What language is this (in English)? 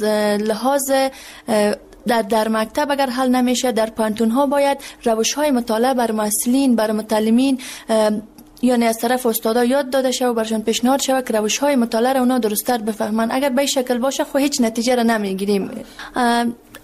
Persian